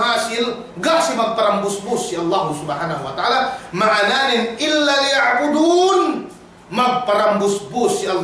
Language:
Yakan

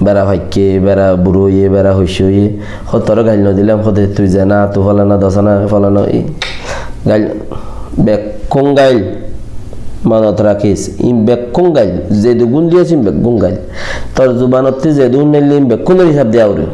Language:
Rohingya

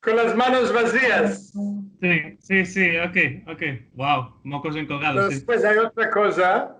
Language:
Ladino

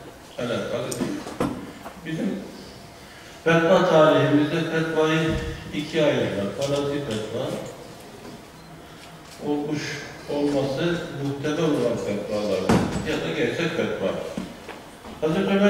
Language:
Turkish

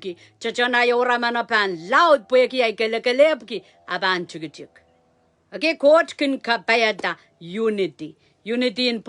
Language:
Pohnpeian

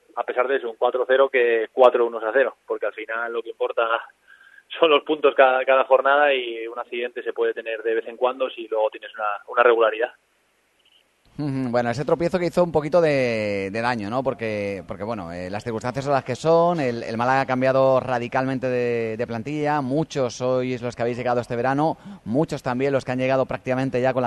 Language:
Spanish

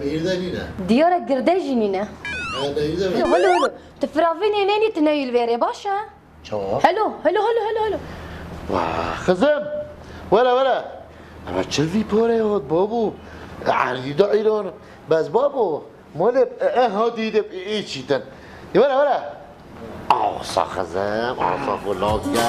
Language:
Kurdish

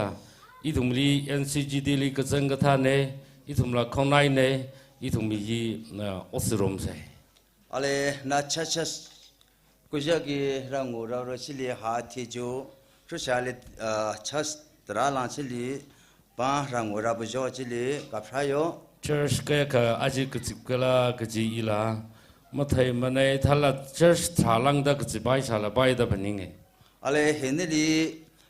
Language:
Tangkhul Naga (India)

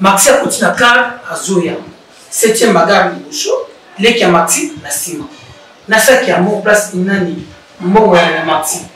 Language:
Lingala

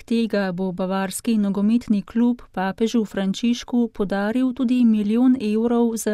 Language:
Slovenian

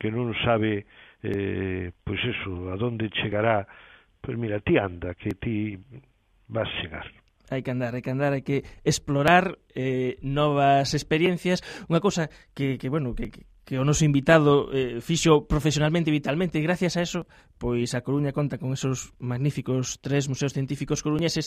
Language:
Galician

